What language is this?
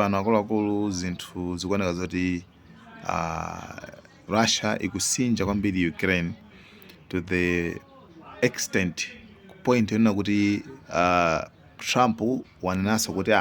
Nyanja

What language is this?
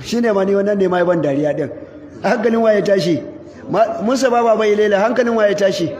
Hausa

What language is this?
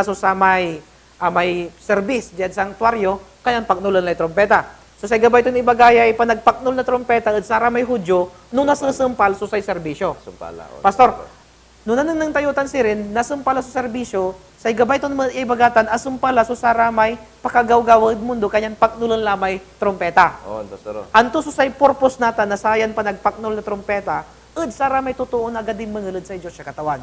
Pangasinan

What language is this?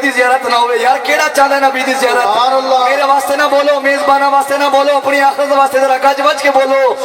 Saraiki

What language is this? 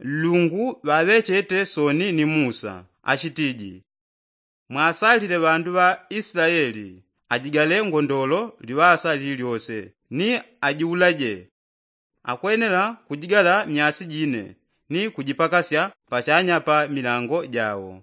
Yao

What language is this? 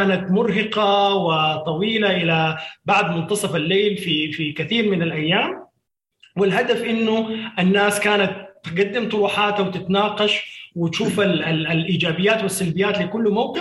Sudanese Arabic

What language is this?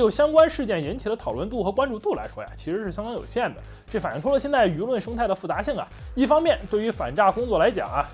Chinese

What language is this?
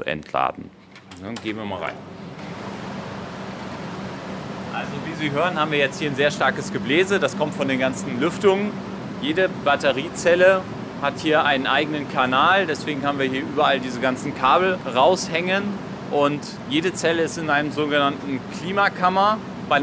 German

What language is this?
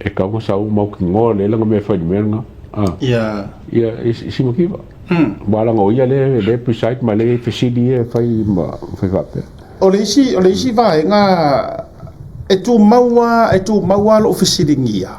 Samoan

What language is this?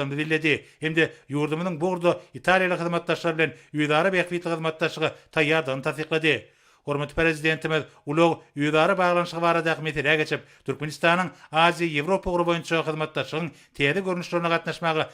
Turkmen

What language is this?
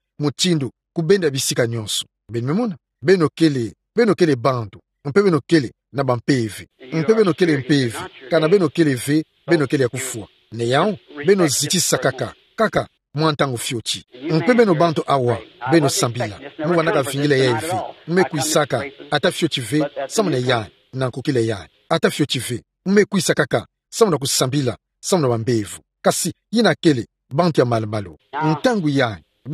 Kituba (Democratic Republic of Congo)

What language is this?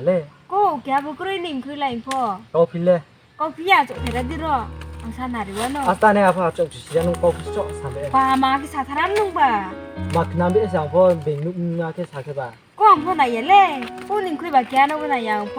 Riang (India)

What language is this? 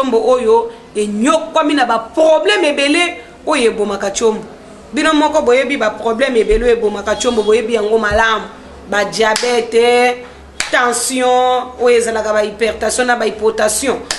Lingala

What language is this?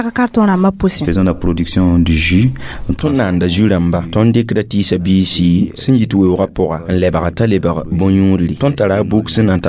Mossi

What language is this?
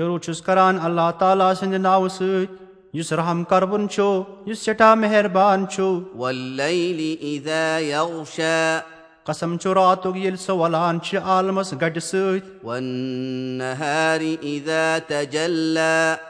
Kashmiri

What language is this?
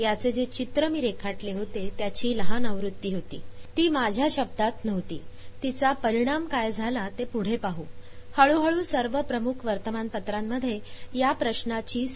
Marathi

